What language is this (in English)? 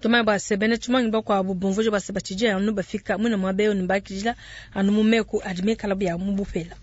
Luba-Lulua